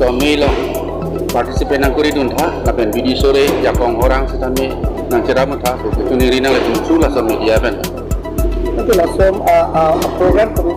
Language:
Karbi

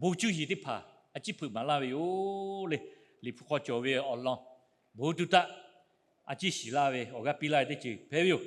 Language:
Lahu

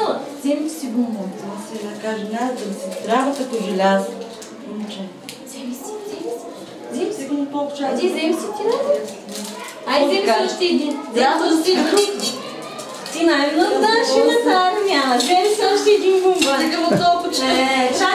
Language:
Bulgarian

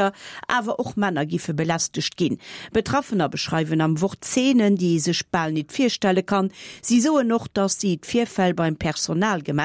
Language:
Luxembourgish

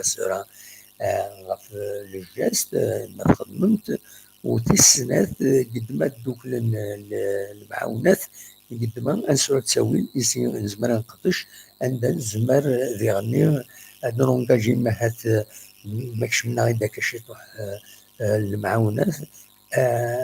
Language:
Kabyle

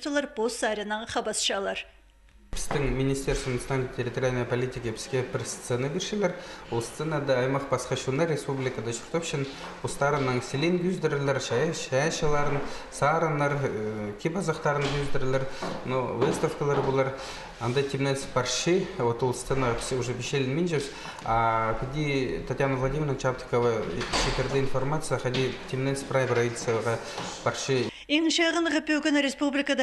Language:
Khakas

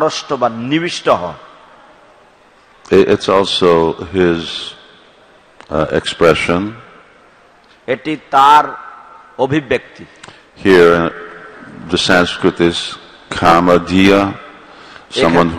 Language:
Bangla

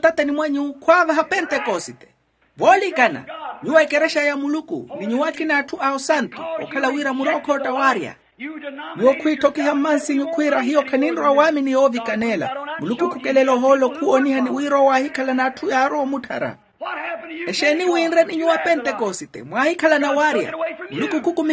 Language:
Makhuwa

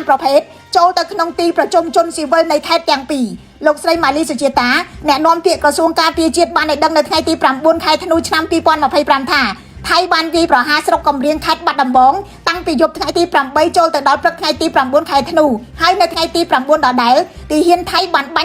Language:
Khmer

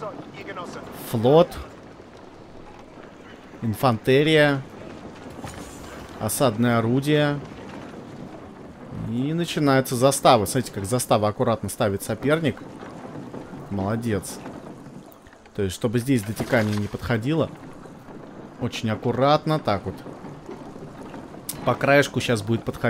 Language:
Russian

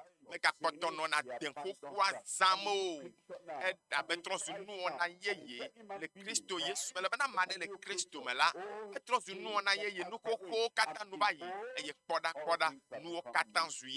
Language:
Ewe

